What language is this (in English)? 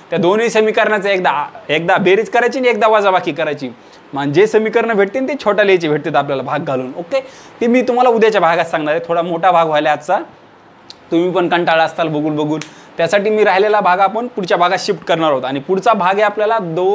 Marathi